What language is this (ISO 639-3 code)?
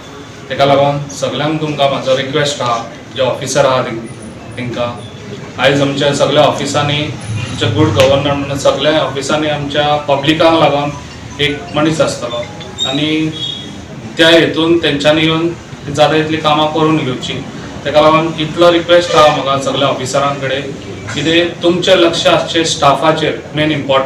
kok